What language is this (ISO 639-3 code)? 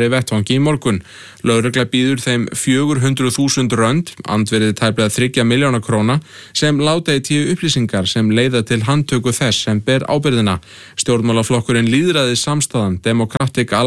isl